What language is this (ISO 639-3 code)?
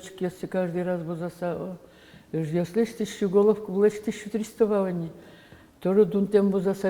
udm